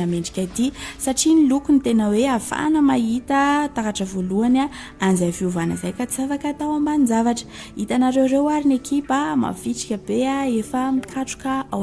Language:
Malagasy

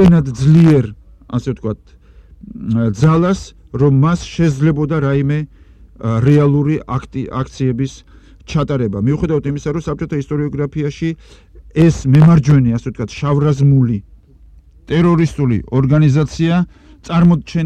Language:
Georgian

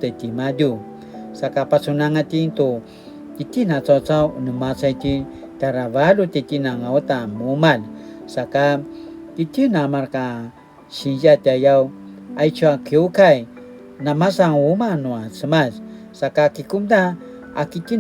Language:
Paiwan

